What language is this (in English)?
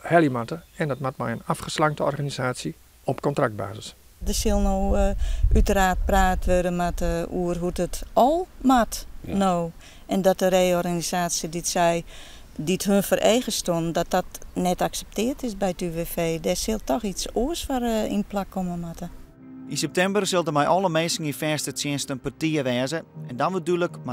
Western Frisian